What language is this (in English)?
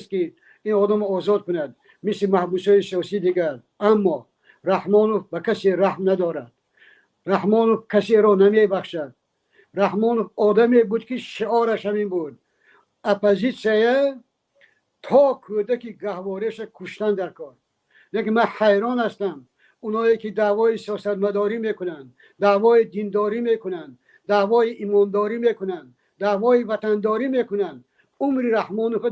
Tajik